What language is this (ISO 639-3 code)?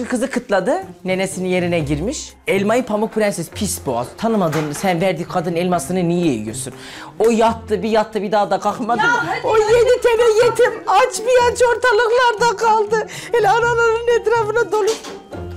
tur